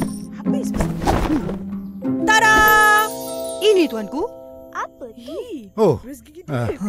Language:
Malay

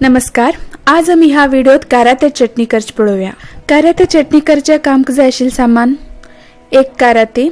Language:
Konkani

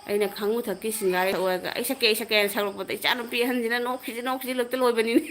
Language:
Manipuri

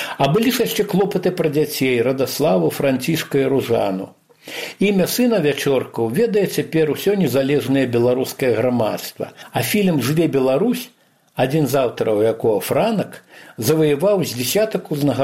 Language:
Belarusian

